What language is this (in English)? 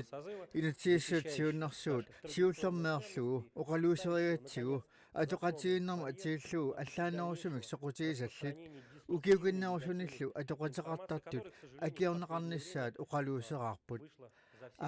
Kalaallisut